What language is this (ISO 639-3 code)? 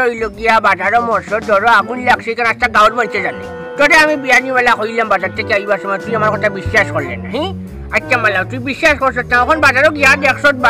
syl